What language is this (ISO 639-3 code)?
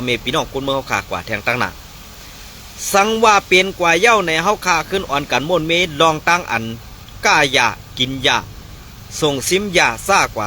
shn